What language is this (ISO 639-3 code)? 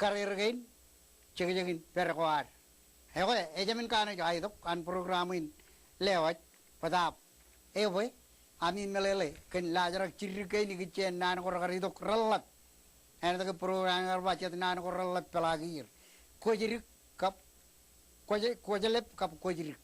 mah